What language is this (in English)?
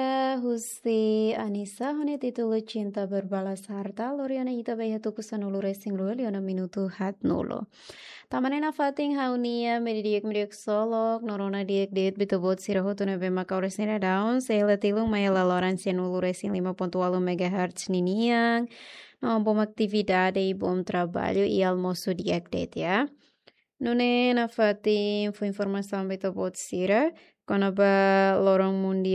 Tetum